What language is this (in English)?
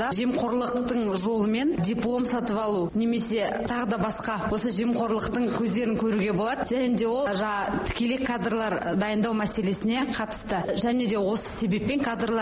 Kazakh